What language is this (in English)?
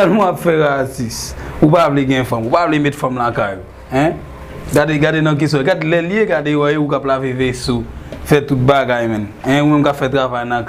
Haitian Creole